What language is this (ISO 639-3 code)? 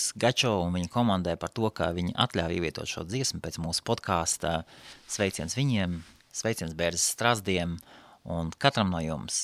lav